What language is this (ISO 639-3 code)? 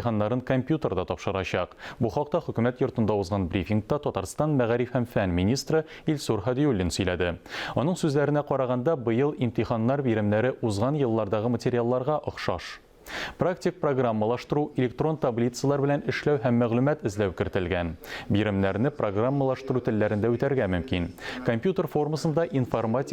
tat